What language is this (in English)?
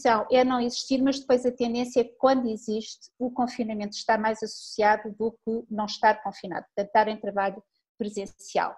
Portuguese